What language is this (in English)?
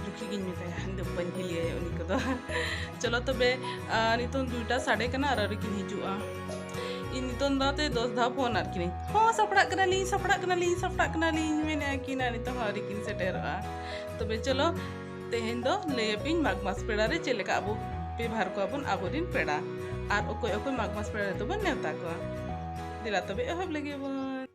Santali